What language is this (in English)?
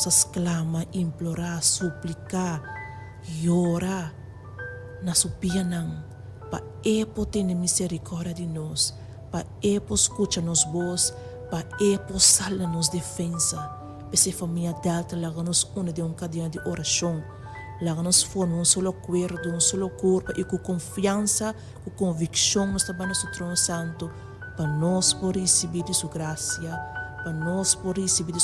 Papiamento